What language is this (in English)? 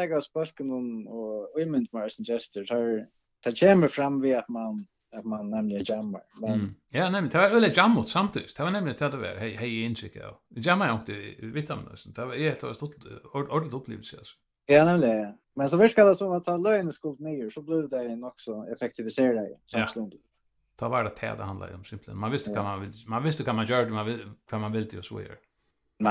Faroese